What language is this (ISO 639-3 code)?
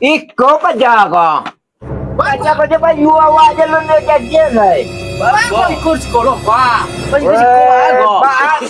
min